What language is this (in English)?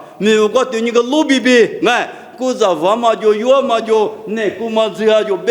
Lisu